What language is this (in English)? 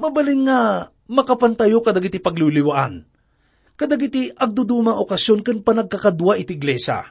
Iloko